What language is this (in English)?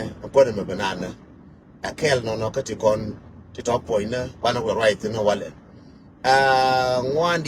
Nuer